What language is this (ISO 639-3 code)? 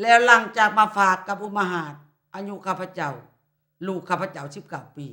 lao